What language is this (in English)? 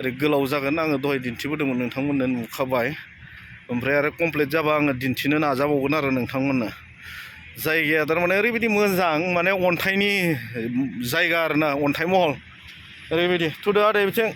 Bodo